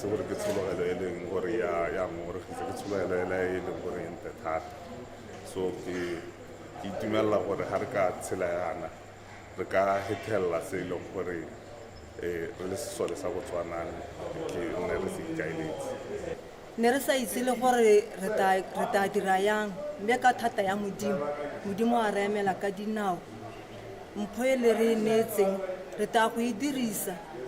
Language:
Tswana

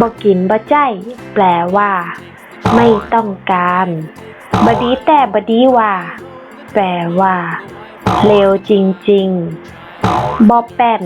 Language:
Northern Thai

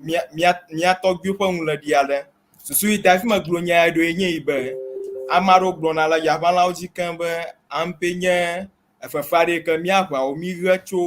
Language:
Ewe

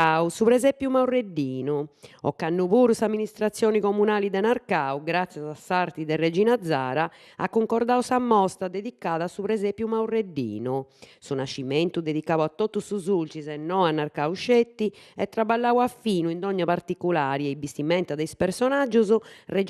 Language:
Sardinian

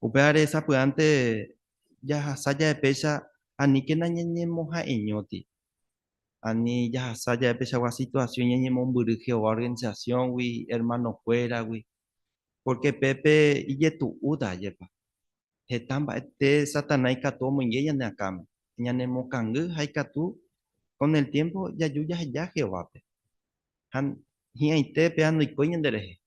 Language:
Guarani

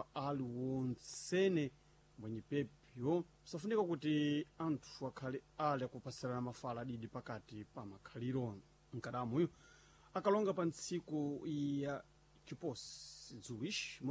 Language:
Sena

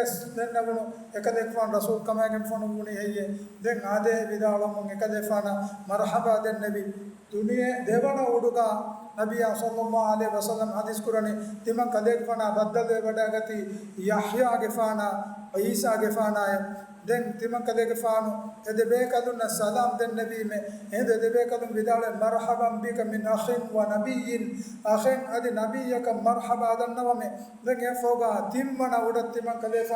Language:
Divehi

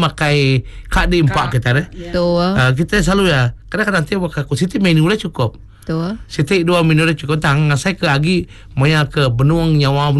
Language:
Iban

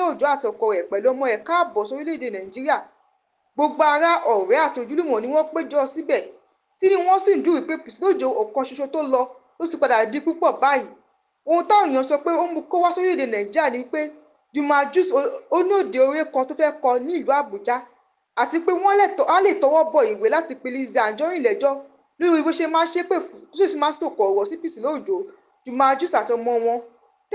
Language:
Yoruba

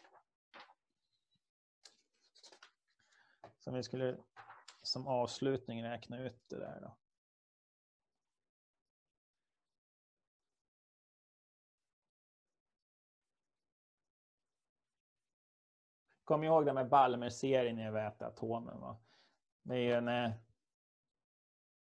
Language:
Swedish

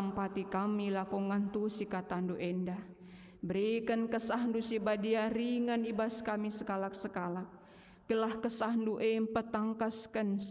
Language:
Batak Karo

